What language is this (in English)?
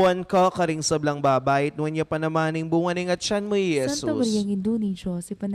Pampanga